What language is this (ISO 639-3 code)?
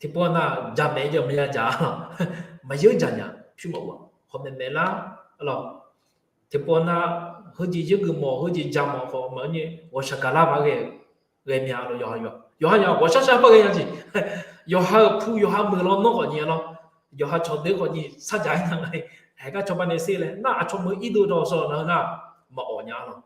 ahk